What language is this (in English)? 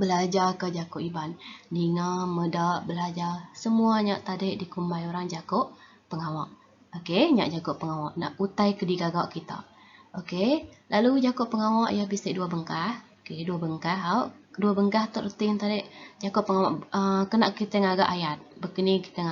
Iban